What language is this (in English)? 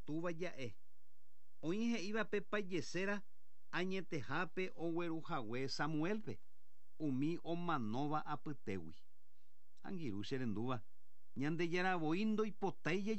Guarani